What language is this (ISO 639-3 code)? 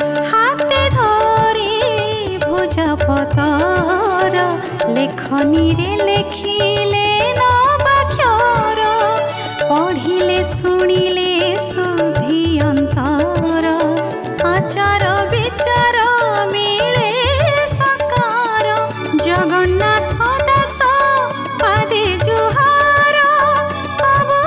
ori